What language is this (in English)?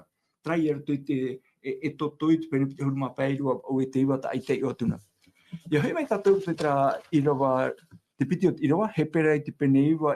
Tahitian